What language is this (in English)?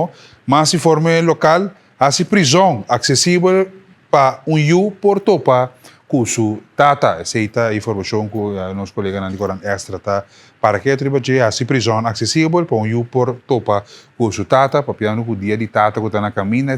Papiamento